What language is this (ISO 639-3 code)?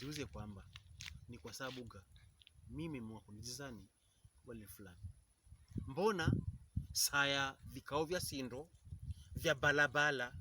pkb